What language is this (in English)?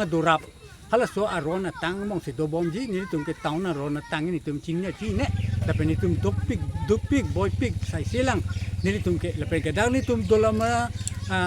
Karbi